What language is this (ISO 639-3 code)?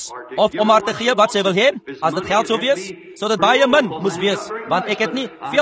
afr